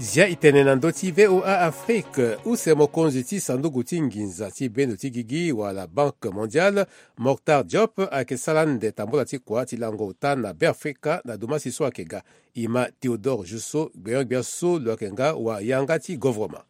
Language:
Sango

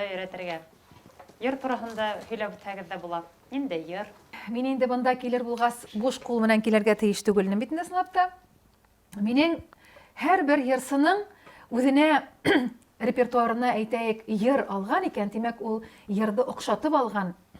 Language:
Bashkir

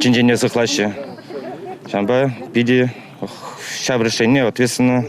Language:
Chuvash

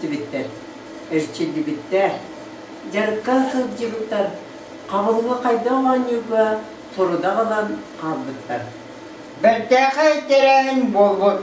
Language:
Yakut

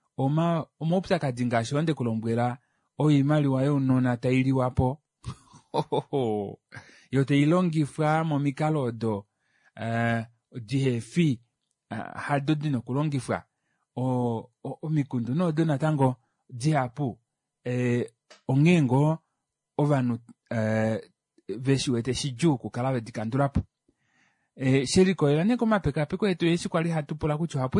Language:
Kuanyama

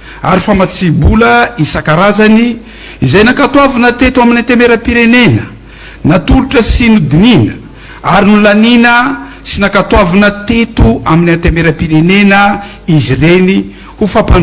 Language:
Malagasy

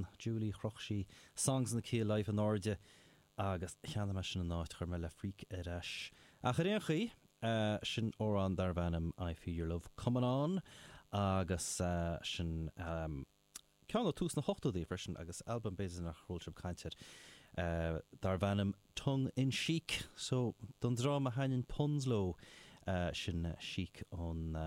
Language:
Irish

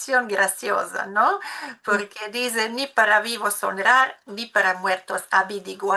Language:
Ladino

